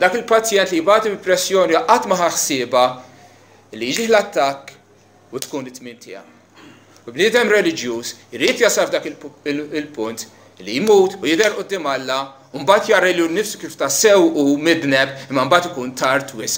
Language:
Maltese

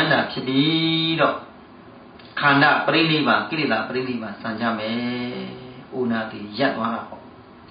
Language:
Burmese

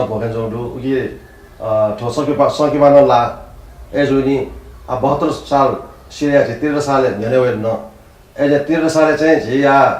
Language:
Newari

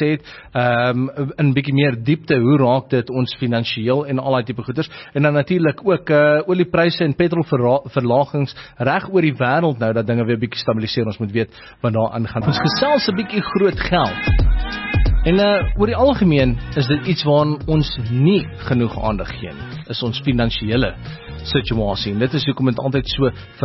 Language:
Afrikaans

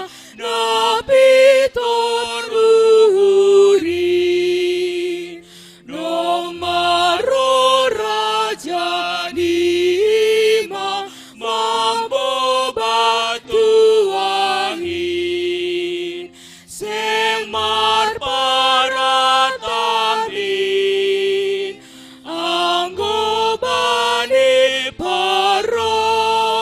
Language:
Batak Simalungun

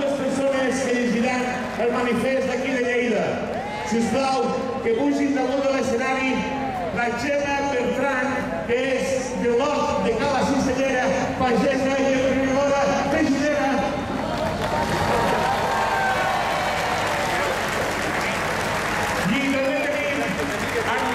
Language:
Catalan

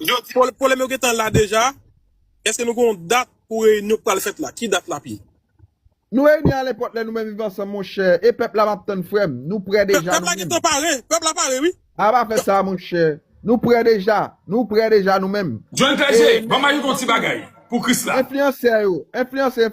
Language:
Haitian Creole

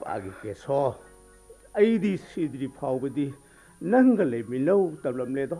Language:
Manipuri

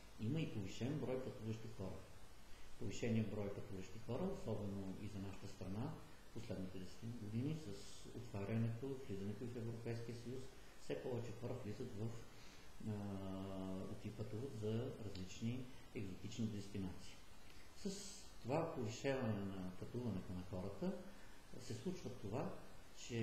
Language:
Bulgarian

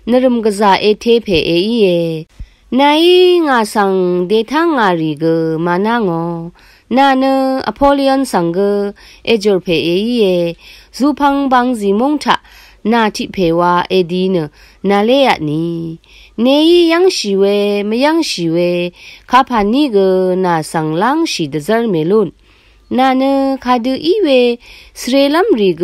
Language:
Rawang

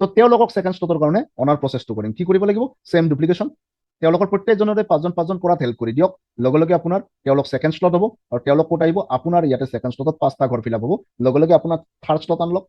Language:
Assamese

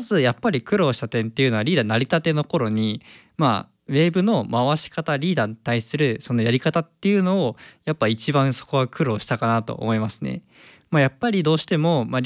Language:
Japanese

